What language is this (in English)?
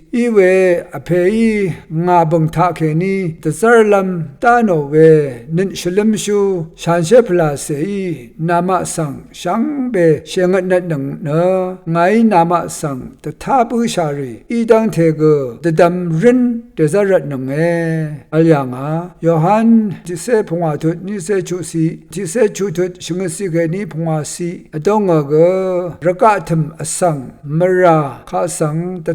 Rawang